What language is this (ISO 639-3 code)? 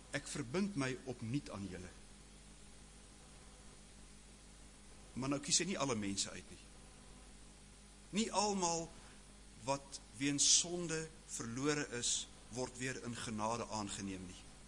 afr